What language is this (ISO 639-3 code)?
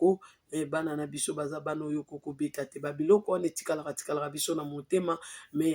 lin